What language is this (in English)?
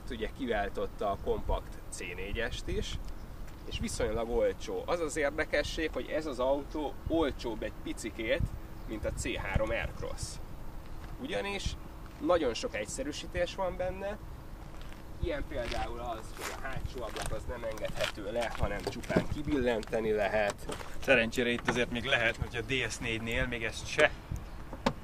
Hungarian